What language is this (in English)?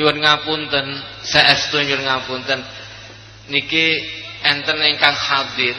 Javanese